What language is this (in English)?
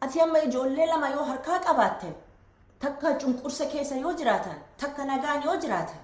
Oromo